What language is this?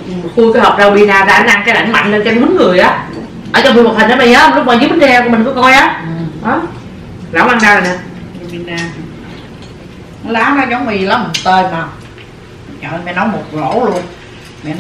Vietnamese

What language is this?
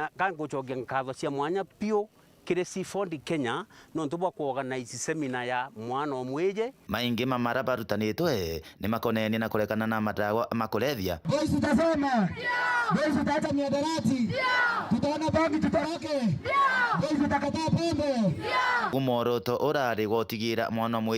Meru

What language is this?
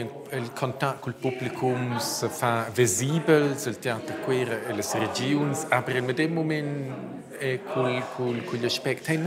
Romansh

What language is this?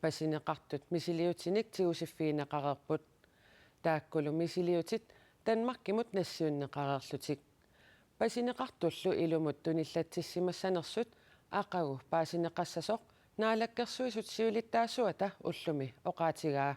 Kalaallisut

